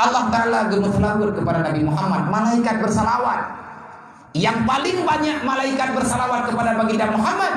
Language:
Achinese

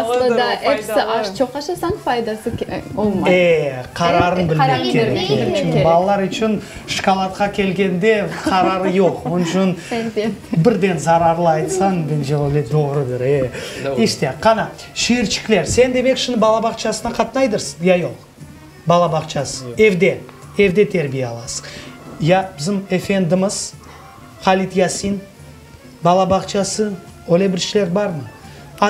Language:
Crimean Tatar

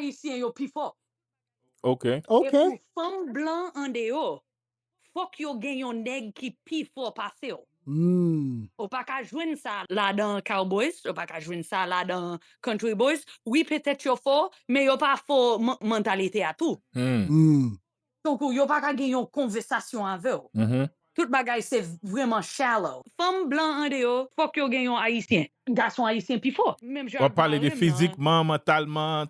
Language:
Haitian Creole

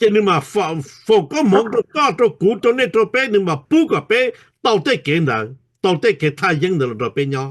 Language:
Hmong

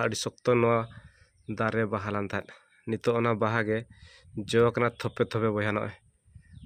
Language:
Santali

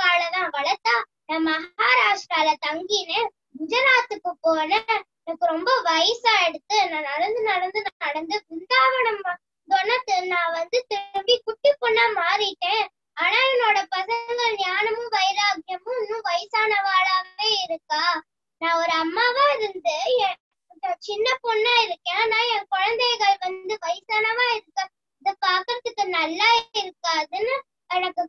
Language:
Tamil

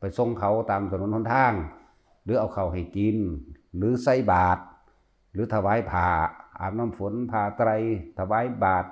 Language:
Lao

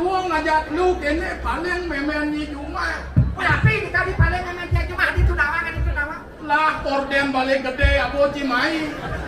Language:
Balinese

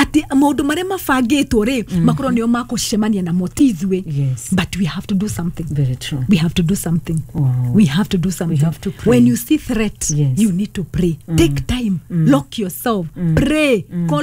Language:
Kikuyu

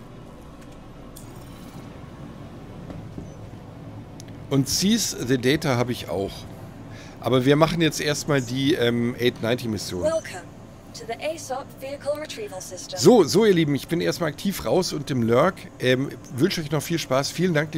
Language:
German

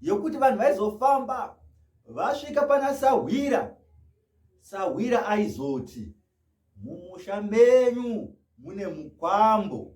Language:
Shona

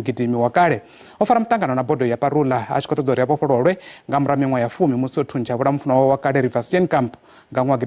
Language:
Venda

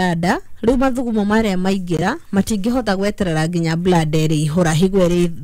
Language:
Kikuyu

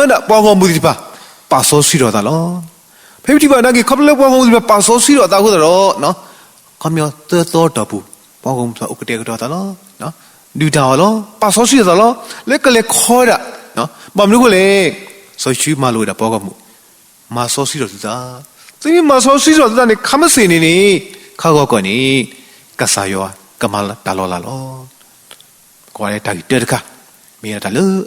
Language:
S'gaw Karen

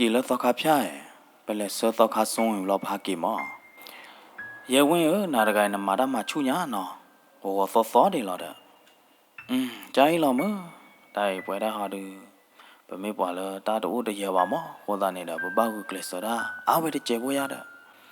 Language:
S'gaw Karen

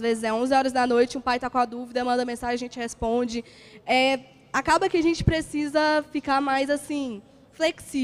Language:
Portuguese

